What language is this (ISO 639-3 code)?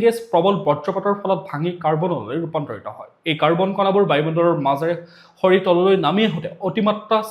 asm